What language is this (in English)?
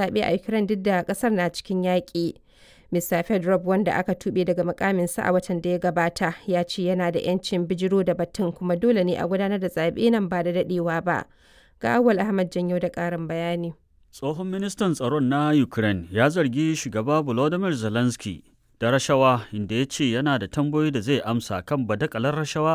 Hausa